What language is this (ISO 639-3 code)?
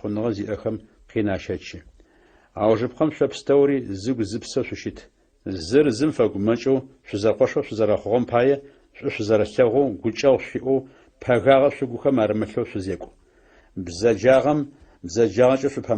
ady